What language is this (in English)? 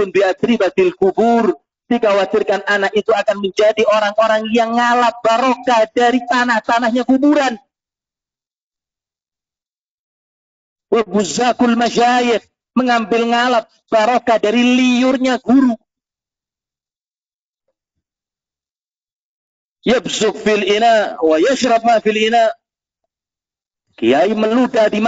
Indonesian